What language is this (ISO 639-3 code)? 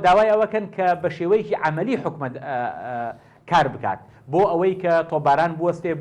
ckb